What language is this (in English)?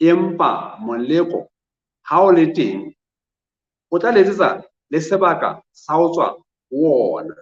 Southern Sotho